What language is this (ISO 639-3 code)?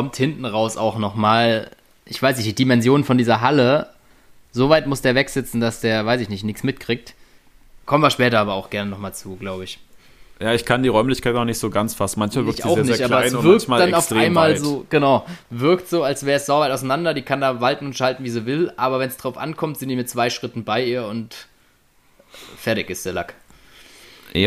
deu